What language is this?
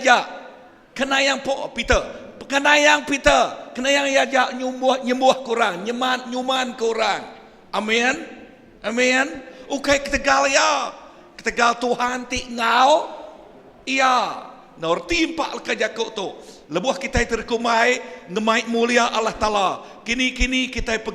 Iban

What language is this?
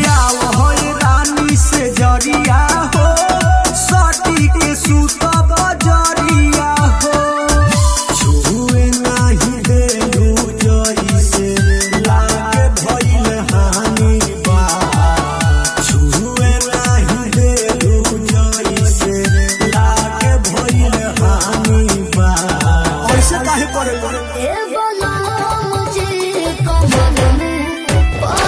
Bhojpuri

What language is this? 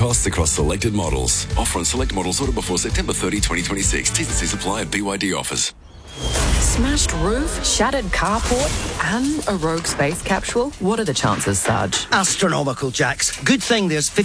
English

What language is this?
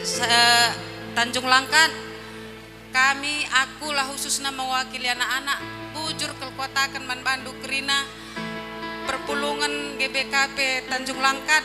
Batak Karo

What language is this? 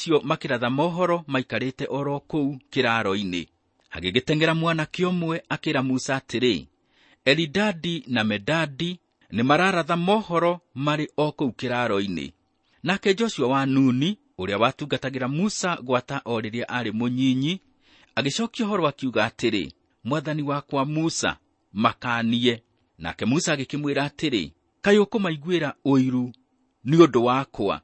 Kikuyu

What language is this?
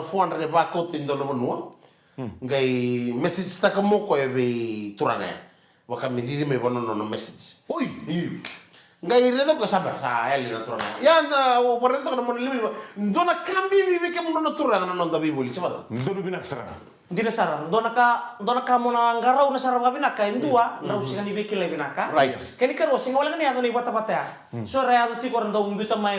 Fijian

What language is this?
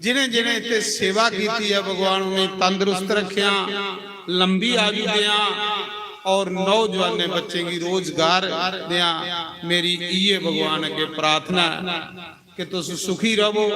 Dogri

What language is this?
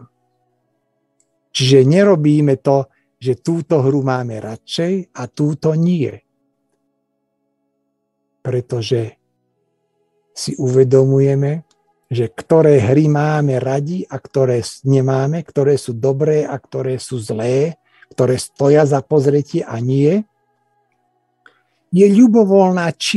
Slovak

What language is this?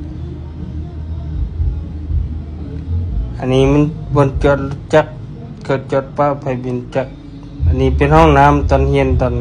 Lao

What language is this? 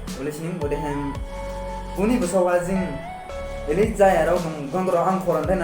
Dimasa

